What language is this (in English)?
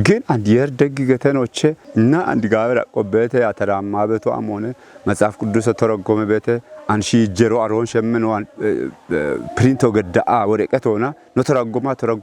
Kafa